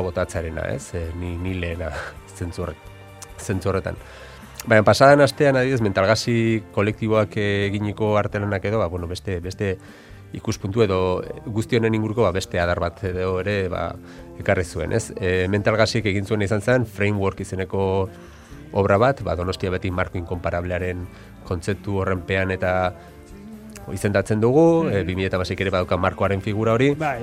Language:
Basque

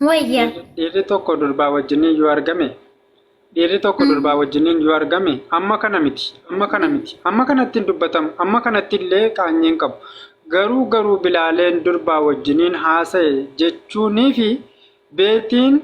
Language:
Oromo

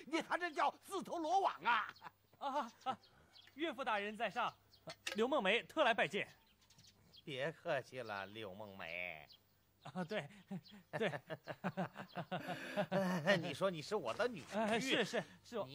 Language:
Chinese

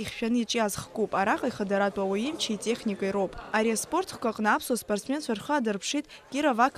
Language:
Abkhazian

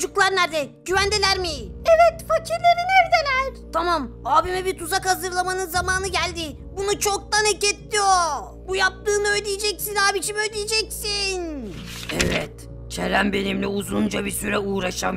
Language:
Turkish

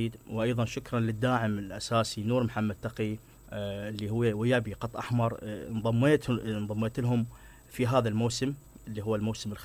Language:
Mesopotamian Arabic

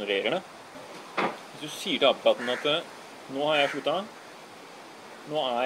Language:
Norwegian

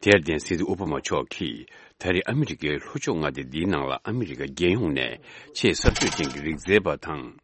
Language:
Tibetan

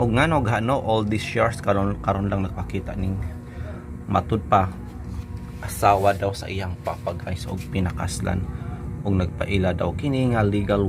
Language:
Cebuano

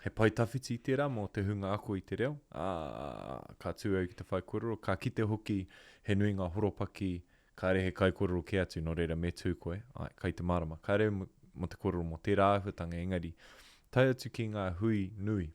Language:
Māori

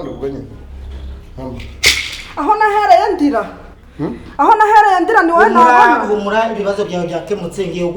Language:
Kinyarwanda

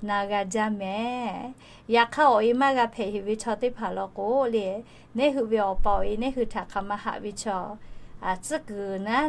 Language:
Lahu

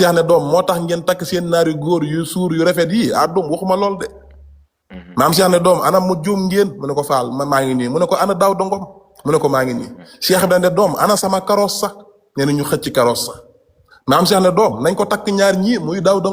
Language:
Wolof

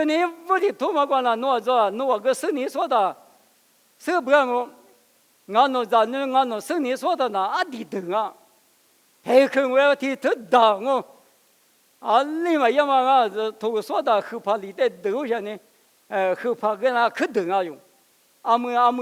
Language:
Lisu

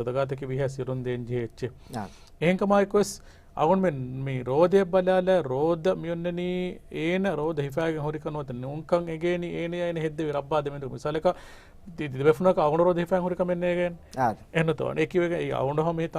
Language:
Divehi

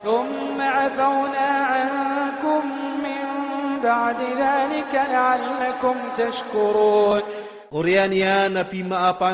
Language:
Iranun (Philippines)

